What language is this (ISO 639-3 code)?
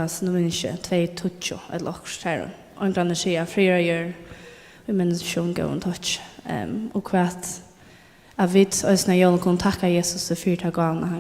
fao